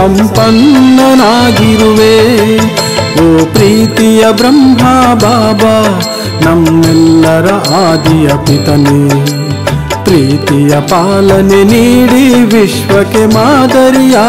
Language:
Kannada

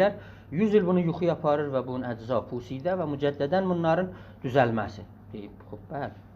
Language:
South Azerbaijani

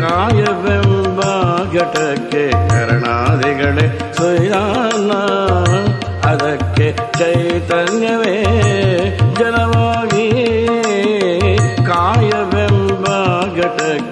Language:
Kannada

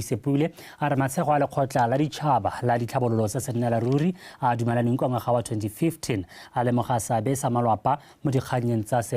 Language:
Tswana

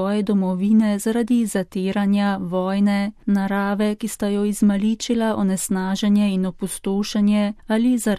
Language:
Slovenian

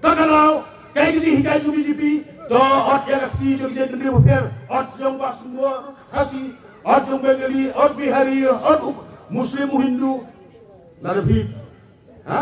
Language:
Khasi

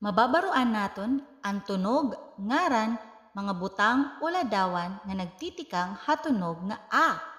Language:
Waray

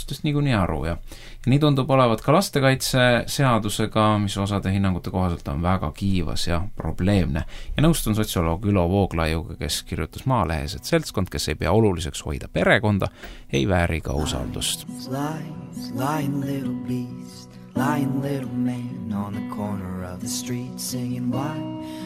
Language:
Estonian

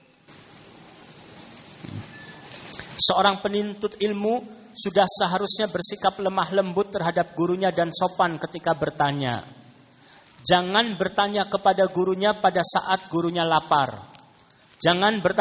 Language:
Indonesian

